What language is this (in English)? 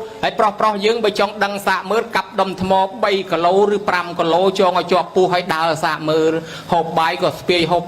Khmer